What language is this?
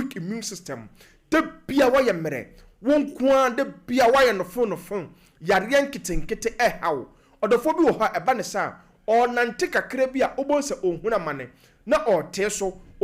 Akan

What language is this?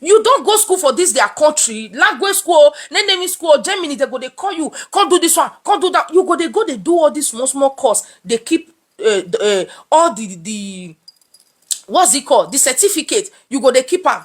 Nigerian Pidgin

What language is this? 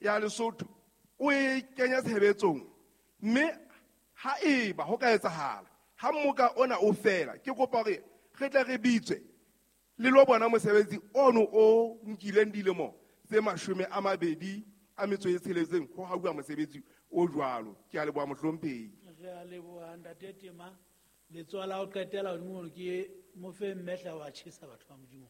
Southern Sotho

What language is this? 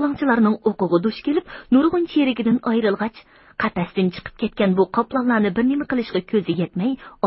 Uyghur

